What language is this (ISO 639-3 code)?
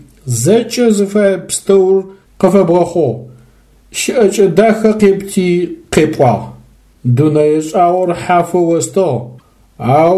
ady